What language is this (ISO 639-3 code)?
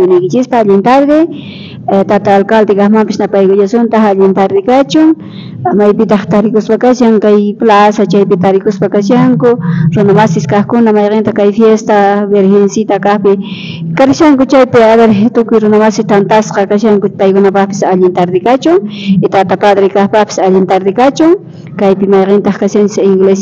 quh